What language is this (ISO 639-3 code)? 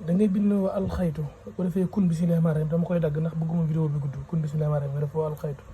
wol